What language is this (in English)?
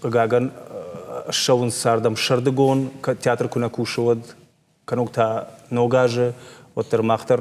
Ossetic